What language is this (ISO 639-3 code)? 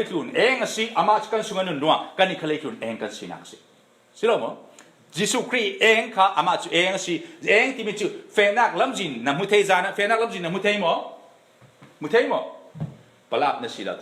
cfm